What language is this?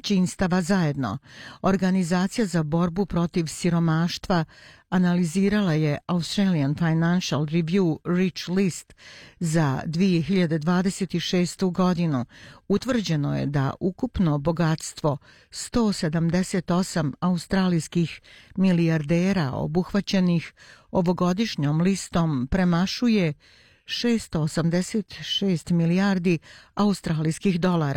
Bosnian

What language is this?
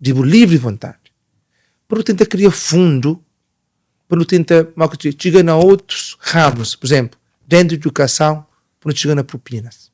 Kabuverdianu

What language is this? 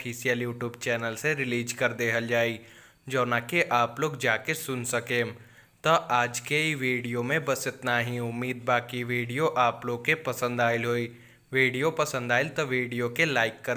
Bhojpuri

